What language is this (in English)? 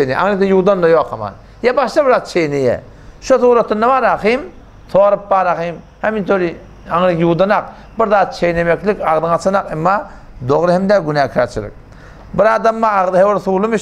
Turkmen